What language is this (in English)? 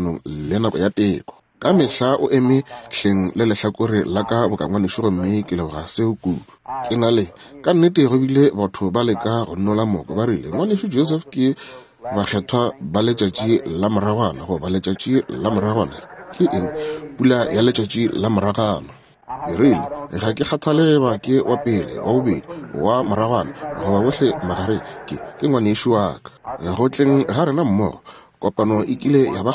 Northern Sotho